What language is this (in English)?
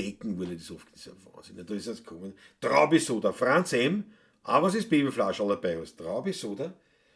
Bavarian